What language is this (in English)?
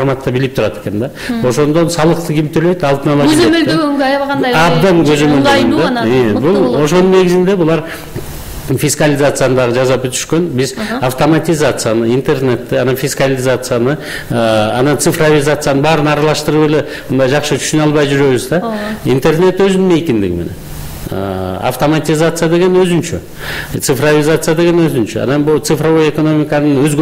Kyrgyz